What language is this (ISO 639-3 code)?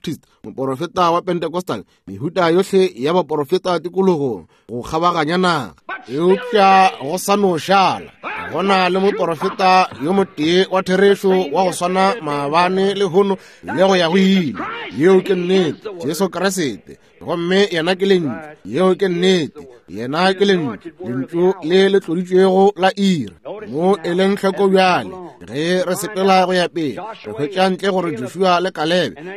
nso